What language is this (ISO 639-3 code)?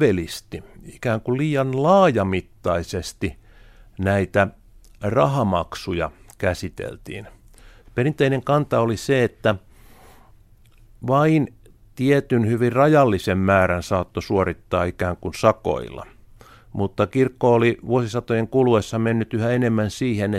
fin